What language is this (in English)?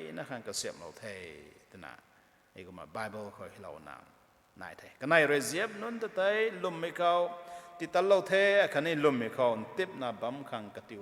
Rongmei Naga